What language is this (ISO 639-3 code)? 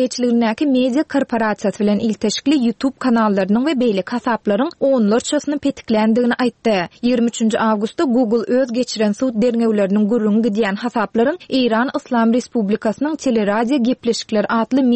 tuk